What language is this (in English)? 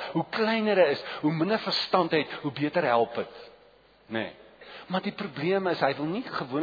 Afrikaans